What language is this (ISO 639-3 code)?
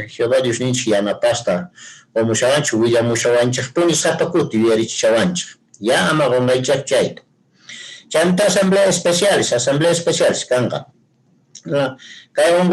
que